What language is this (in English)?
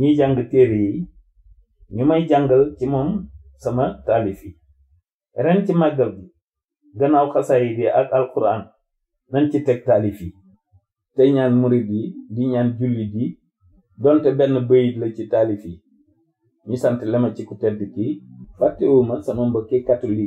Wolof